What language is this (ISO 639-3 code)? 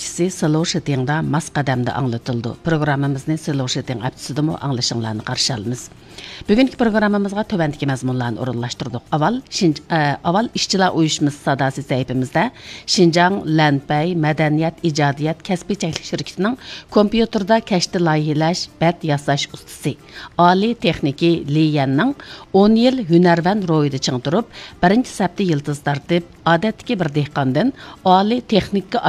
uig